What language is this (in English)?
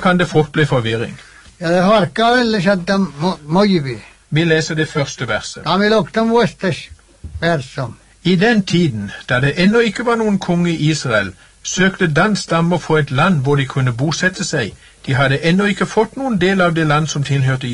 Norwegian